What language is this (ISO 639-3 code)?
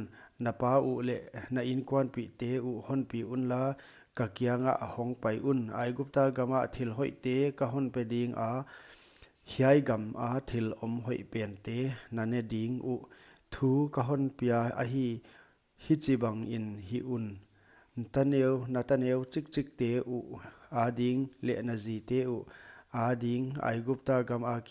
pck